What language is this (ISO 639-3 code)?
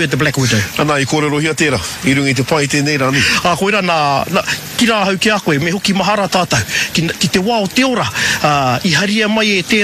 mri